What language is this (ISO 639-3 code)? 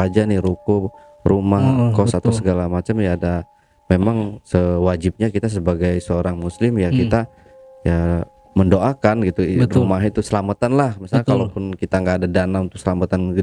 ind